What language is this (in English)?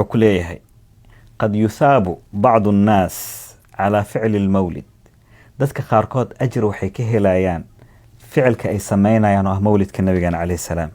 Somali